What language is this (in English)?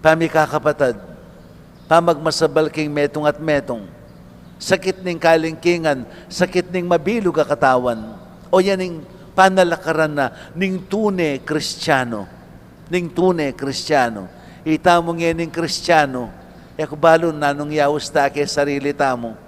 Pampanga